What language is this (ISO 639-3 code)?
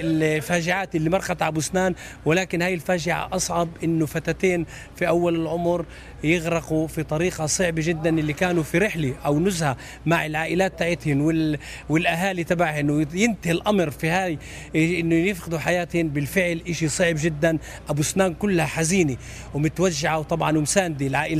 apc